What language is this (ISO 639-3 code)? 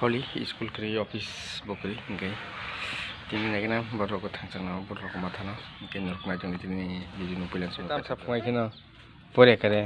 trp